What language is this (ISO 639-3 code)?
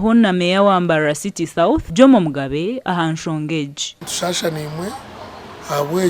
nyn